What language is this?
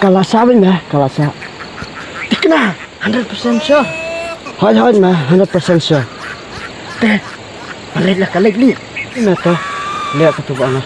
Khasi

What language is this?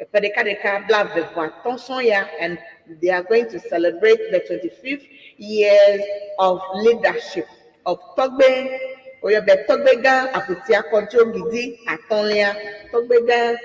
Ewe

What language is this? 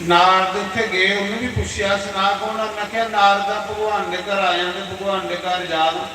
Dogri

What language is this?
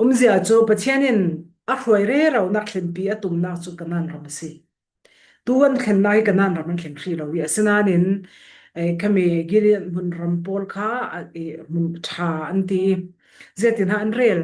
Falam Chin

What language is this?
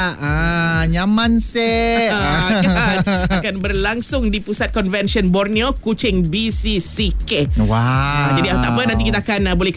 Malay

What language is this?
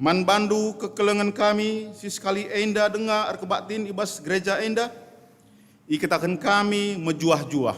Batak Karo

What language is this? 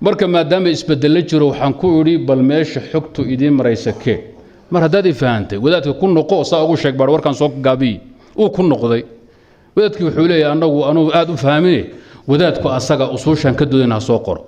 Somali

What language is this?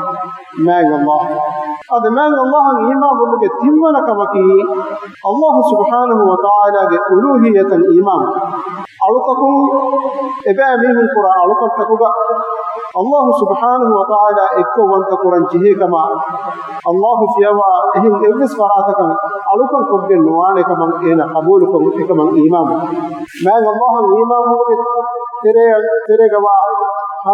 Divehi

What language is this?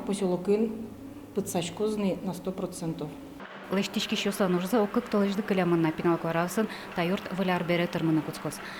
Udmurt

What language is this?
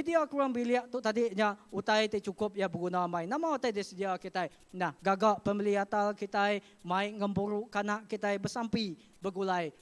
Iban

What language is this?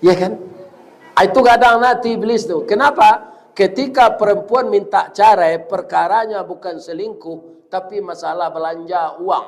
Minangkabau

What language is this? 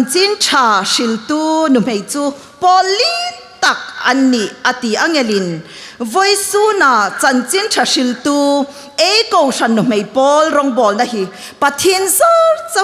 Hmar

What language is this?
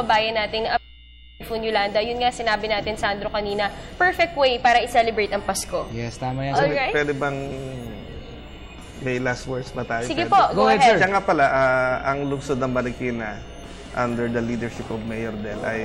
Filipino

